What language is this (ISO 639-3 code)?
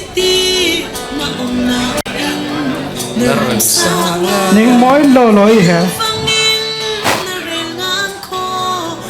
cfm